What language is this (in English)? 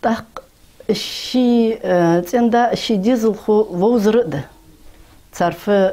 Ingush